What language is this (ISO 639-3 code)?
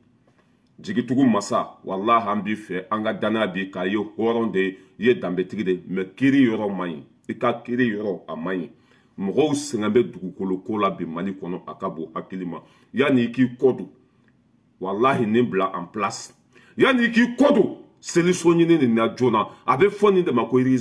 bam